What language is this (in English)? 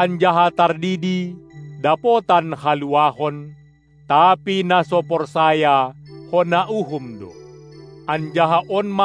Batak Simalungun